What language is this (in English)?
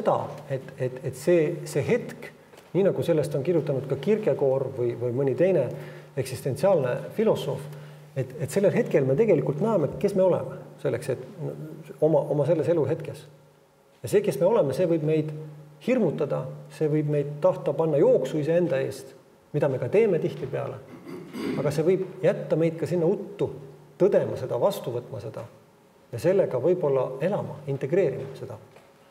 Estonian